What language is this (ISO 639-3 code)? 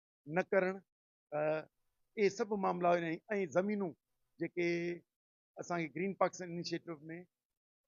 snd